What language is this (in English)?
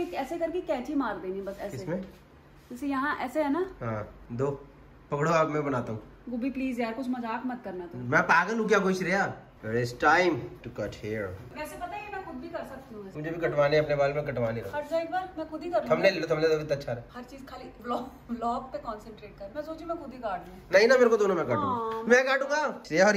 Hindi